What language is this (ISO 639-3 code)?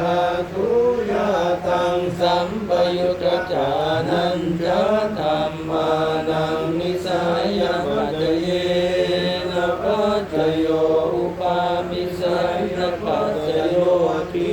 pli